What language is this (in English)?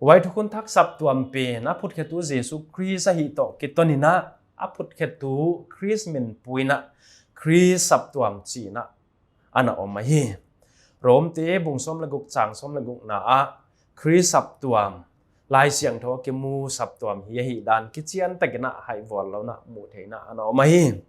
Paite Chin